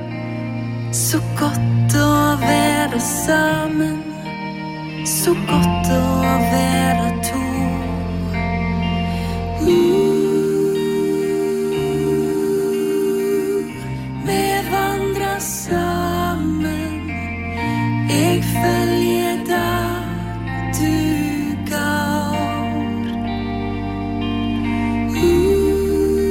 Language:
Norwegian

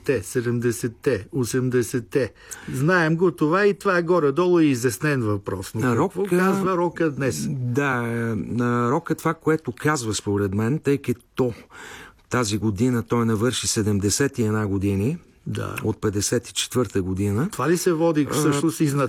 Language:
Bulgarian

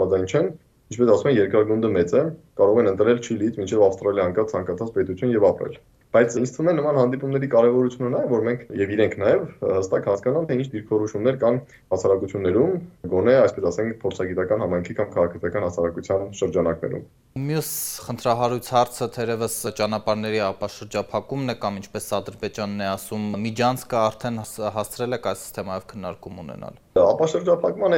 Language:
Armenian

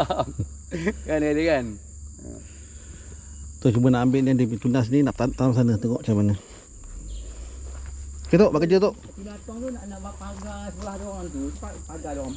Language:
Malay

